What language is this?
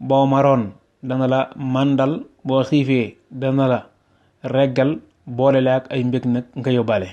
Wolof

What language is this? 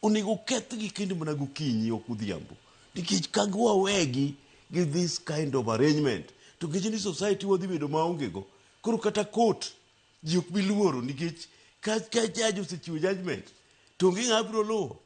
Luo (Kenya and Tanzania)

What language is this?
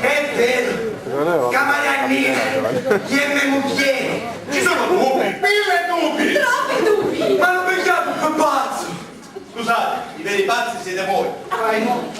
Sicilian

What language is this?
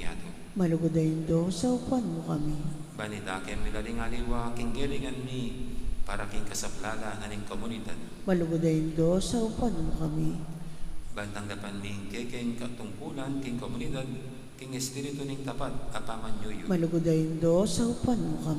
Pampanga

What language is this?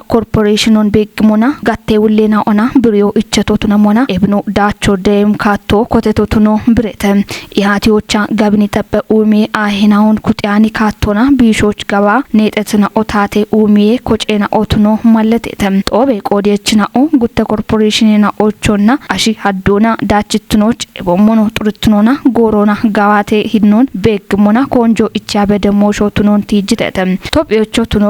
Kafa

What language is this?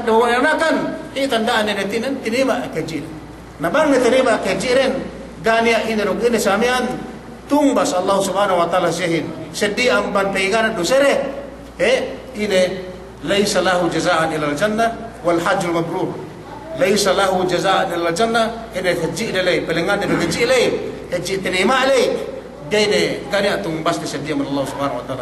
Yakan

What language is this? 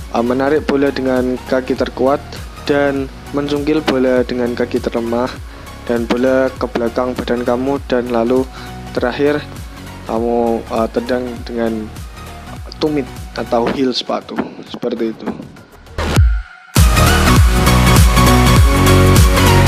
Indonesian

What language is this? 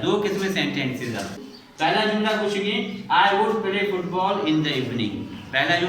Baluchi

